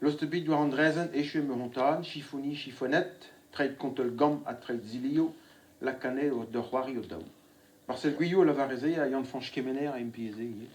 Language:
Breton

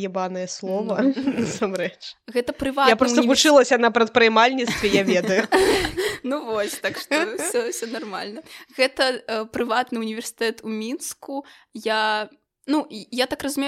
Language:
Belarusian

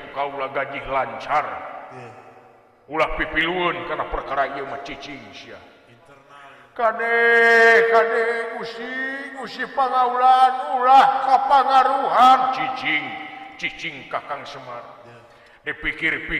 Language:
Sundanese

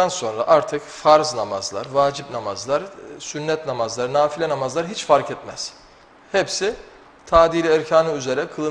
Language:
Turkish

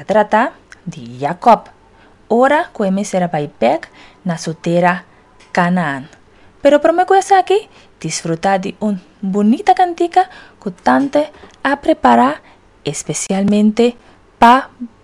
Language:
Papiamento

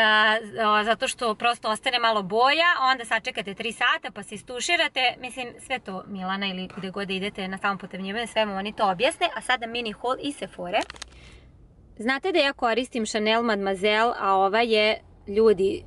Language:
Serbian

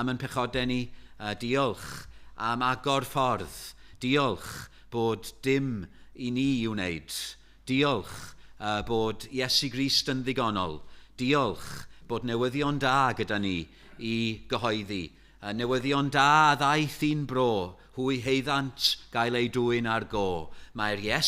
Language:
Welsh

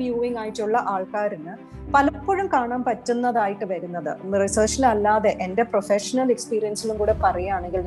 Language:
Malayalam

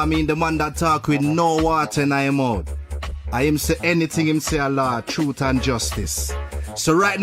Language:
Jamaican Creole English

